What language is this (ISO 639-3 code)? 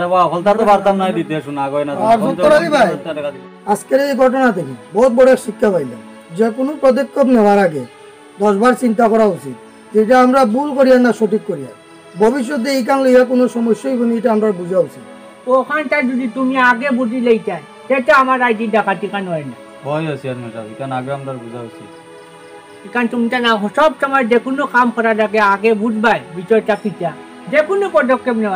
syl